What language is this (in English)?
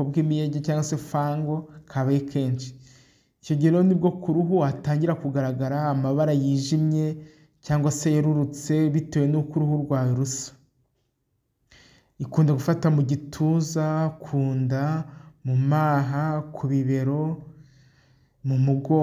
Kinyarwanda